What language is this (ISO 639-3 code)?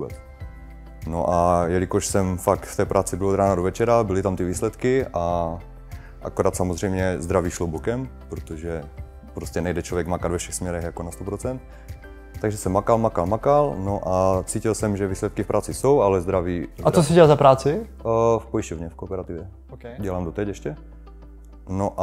ces